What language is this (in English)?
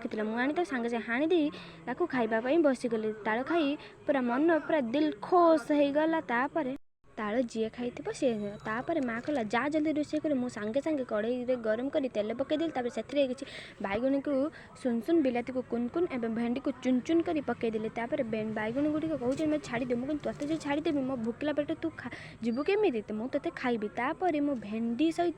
Odia